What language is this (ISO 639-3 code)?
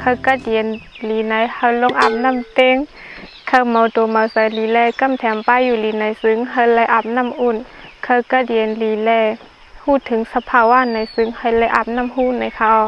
shn